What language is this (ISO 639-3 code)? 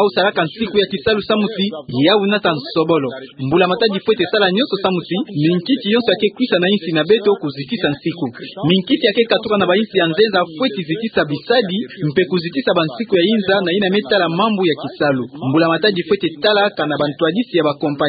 ktu